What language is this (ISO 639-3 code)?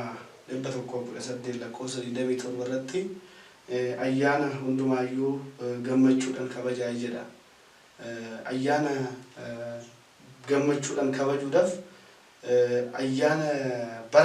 orm